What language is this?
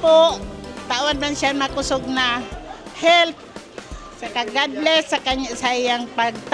Bikol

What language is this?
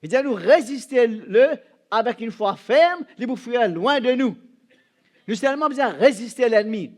Morisyen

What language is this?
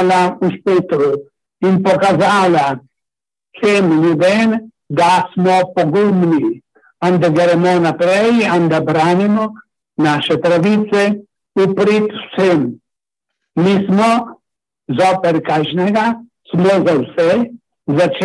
Slovenian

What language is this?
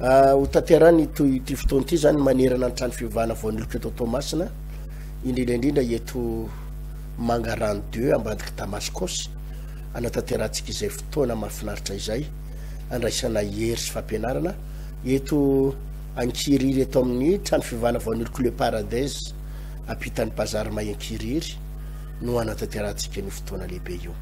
Malagasy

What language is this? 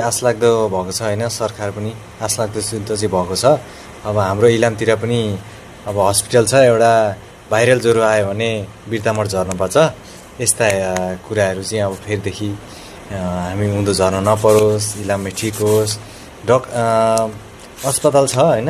Nepali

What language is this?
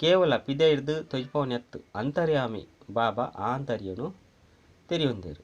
Tulu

